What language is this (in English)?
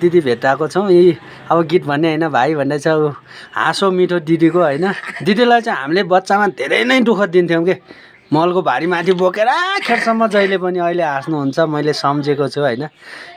Nepali